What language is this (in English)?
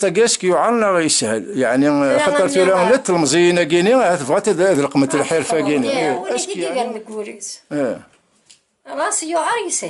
Kabyle